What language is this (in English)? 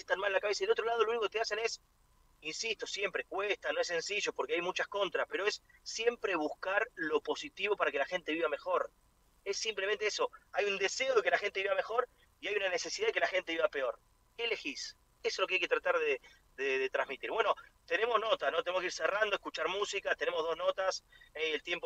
Spanish